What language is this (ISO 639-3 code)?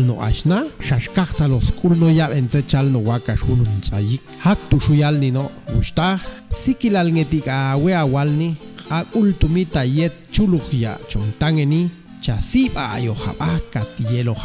jac